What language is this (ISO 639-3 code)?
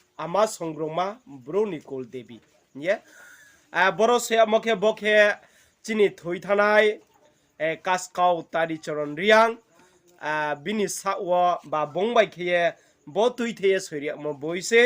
ria